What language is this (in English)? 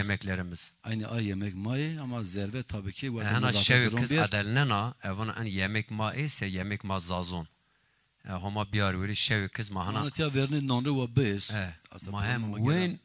Zaza